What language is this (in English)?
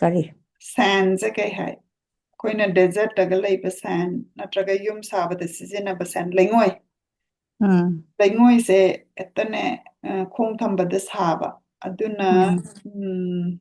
Manipuri